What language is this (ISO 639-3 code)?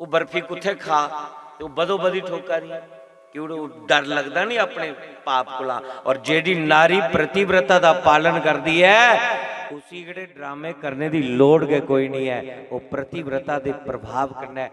doi